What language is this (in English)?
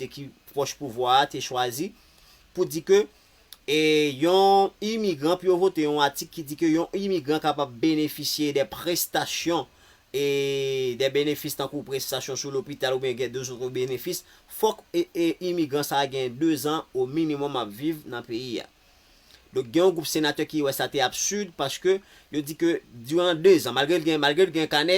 Haitian Creole